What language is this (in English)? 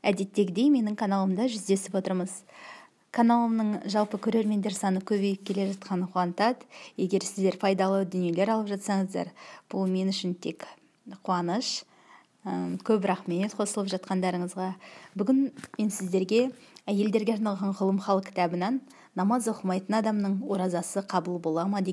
Kazakh